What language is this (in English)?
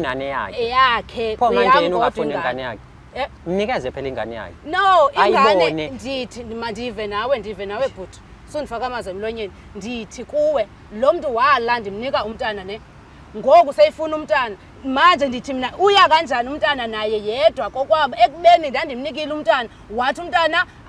Zulu